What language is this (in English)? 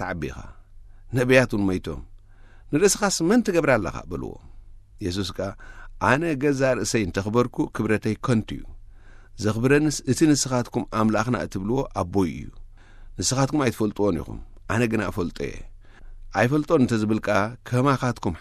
Tigrinya